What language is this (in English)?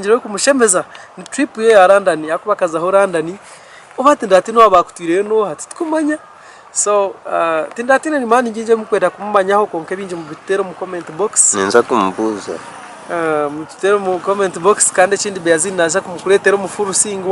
Nyankole